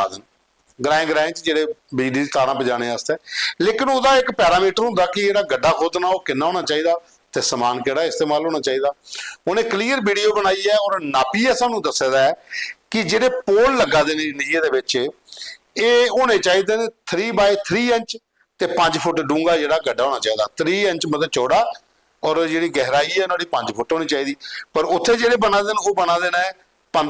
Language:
Dogri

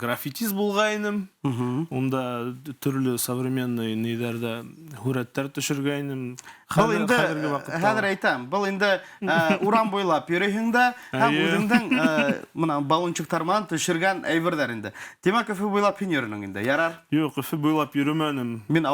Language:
Bashkir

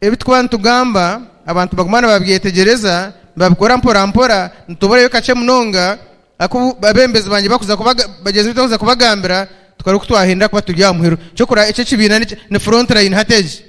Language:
Nyankole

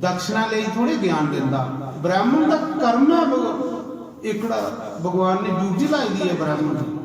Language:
Dogri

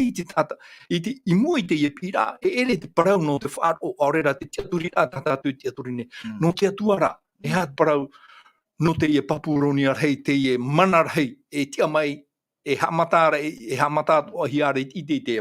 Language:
Tahitian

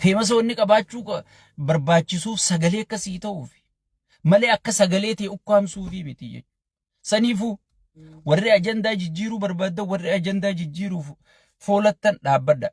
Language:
Oromo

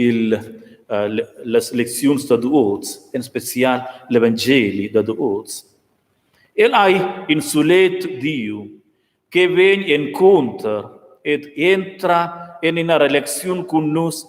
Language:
Romansh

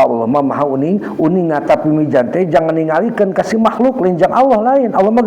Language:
Sundanese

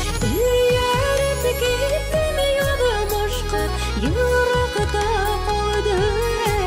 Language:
Bashkir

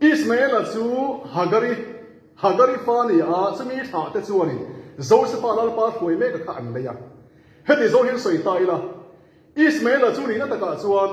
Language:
Mizo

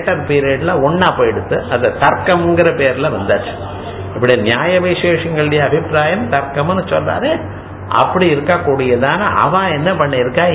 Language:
Tamil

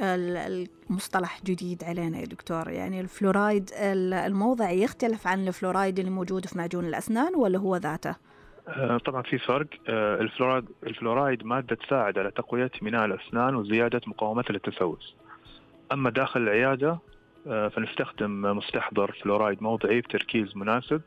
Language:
Najdi Arabic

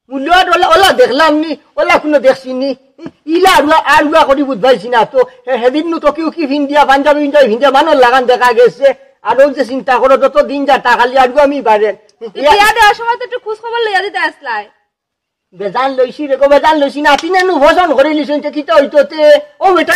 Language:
Sylheti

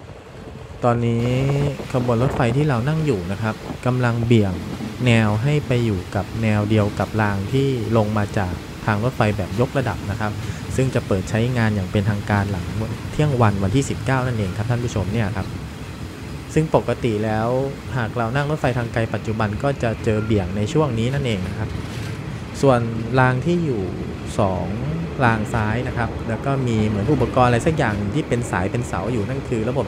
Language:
Thai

